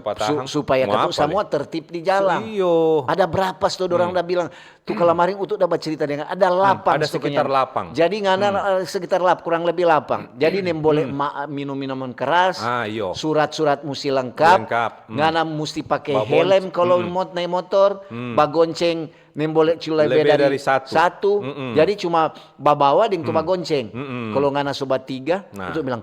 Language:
Manado Malay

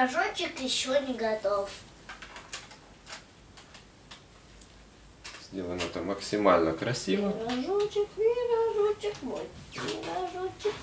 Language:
Russian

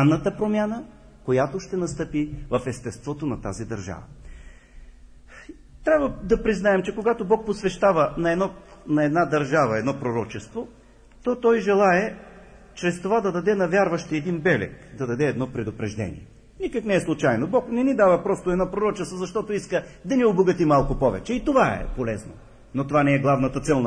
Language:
Bulgarian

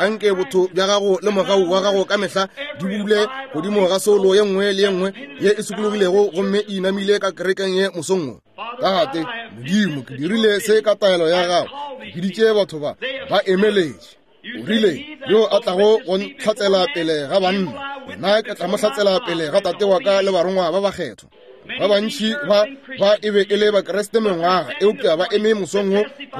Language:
Northern Sotho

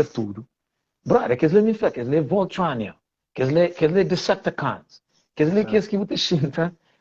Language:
Kabuverdianu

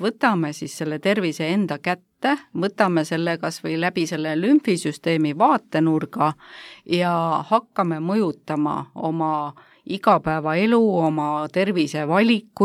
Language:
Estonian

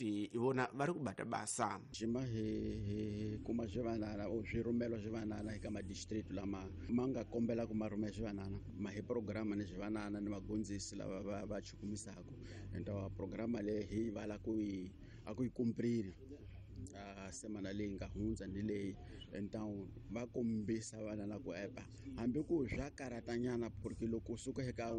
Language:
Tsonga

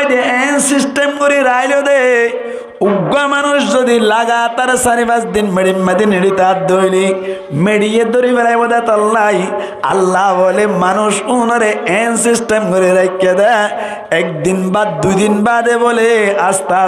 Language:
Rohingya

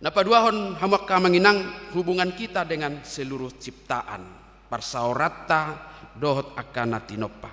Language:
Batak Toba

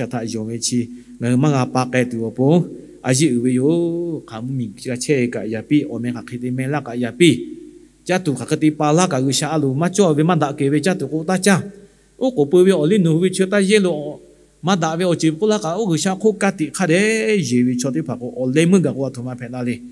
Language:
Lahu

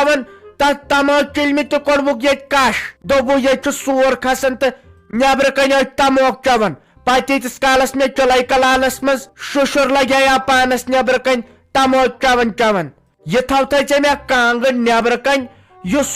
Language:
Kashmiri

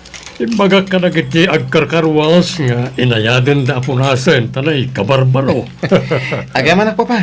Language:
Iloko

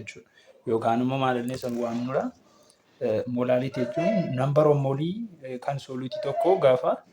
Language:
Oromo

